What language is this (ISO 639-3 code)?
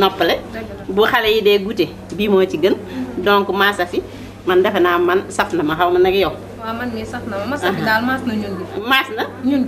wol